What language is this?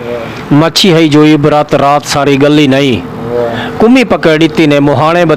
Saraiki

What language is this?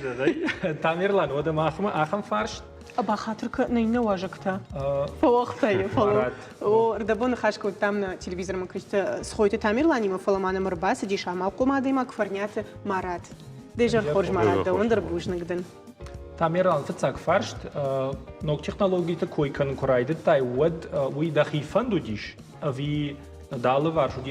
Ossetic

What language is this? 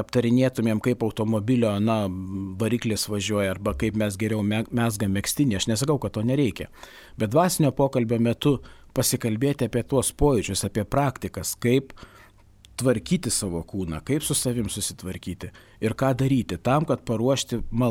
Lithuanian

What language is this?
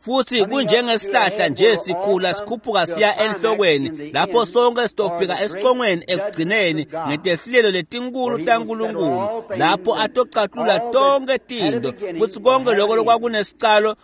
Swati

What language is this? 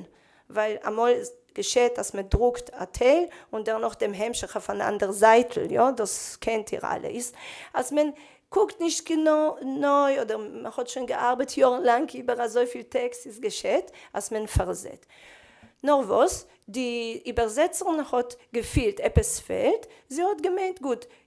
Yiddish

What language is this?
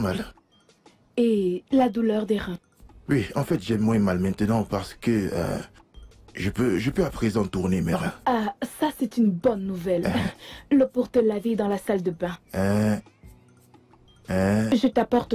French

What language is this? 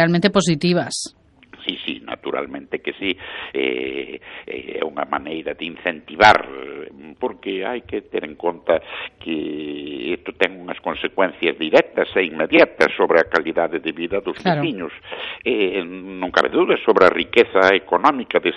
Galician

